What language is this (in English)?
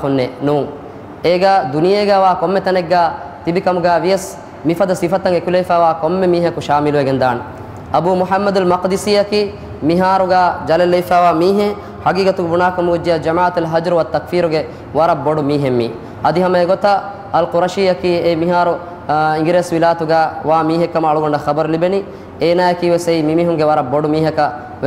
Divehi